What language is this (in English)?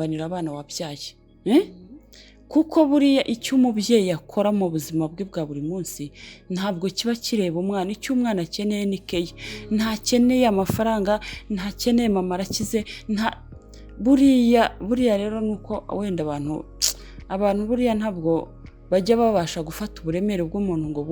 Kinyarwanda